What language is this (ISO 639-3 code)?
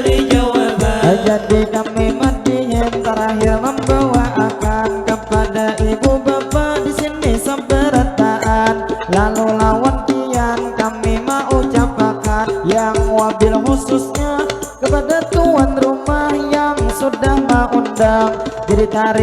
bjn